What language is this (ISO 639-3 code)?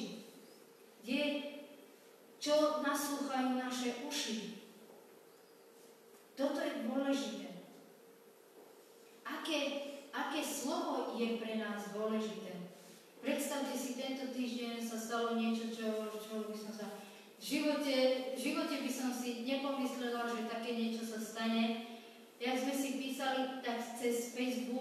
slk